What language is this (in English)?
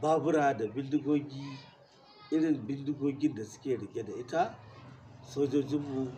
Hausa